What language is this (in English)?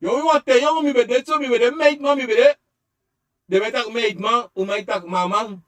Sranan Tongo